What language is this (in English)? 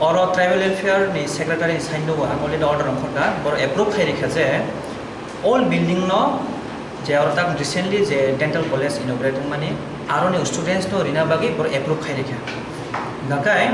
Kok Borok